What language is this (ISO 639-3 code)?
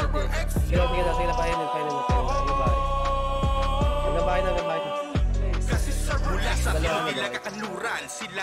fil